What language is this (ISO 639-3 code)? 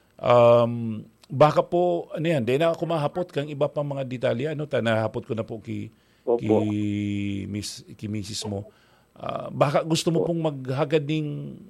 bik